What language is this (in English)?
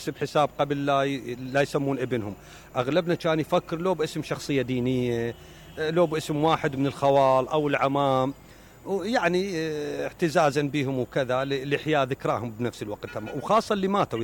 Mesopotamian Arabic